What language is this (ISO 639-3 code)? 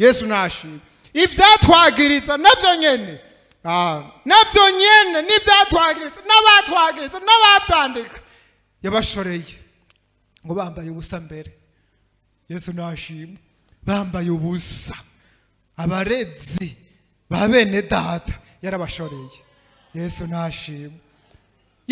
run